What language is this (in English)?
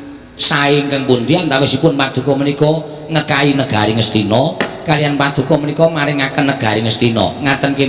Javanese